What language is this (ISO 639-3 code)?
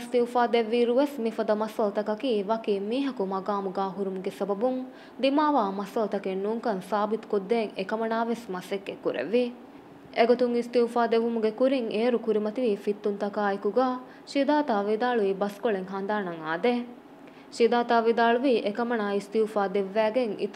div